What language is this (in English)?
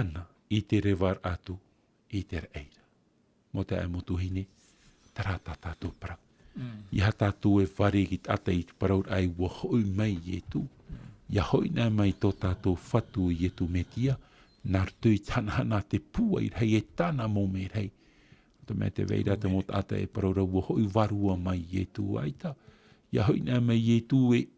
Tahitian